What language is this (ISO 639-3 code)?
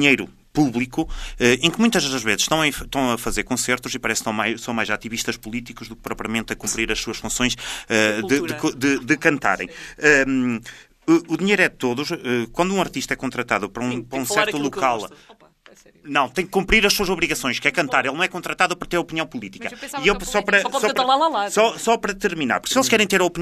por